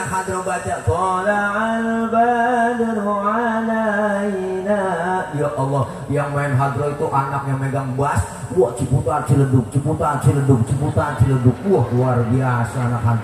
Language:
Betawi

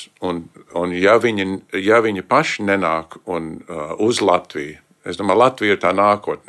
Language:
Latvian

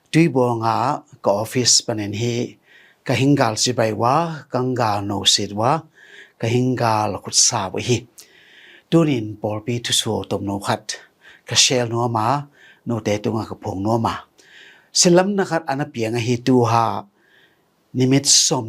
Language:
Tedim Chin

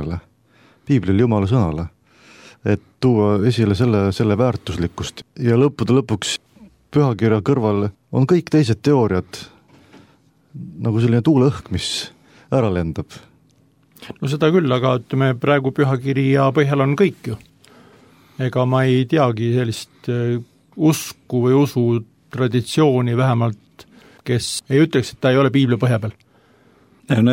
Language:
Estonian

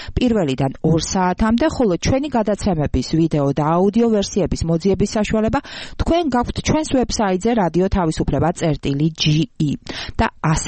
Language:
Georgian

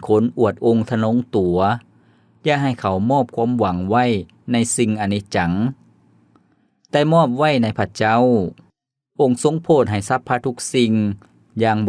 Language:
Lao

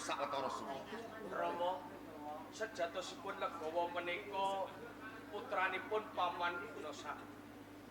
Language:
Javanese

